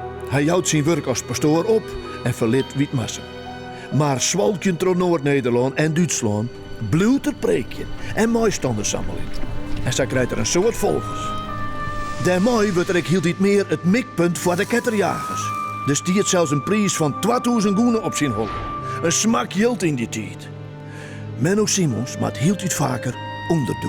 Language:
Western Frisian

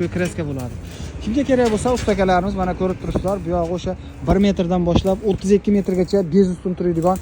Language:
Uzbek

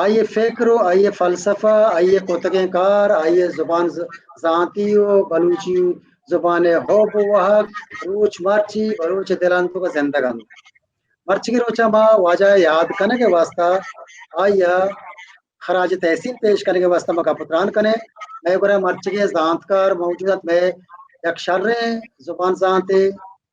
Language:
Baluchi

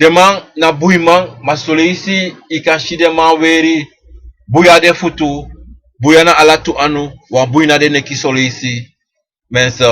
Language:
Sranan Tongo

